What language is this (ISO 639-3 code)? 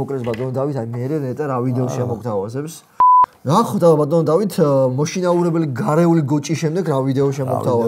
kat